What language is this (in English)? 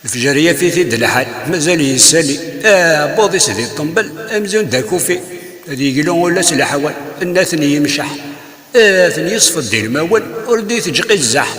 Kabyle